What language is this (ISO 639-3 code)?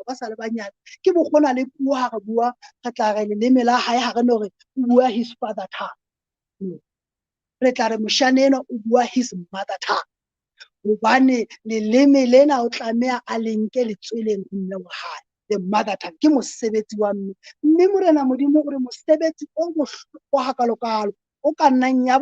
sot